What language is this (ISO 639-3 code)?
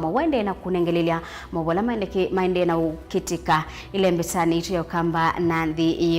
kam